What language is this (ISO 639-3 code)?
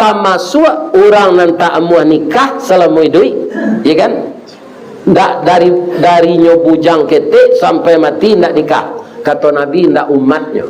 min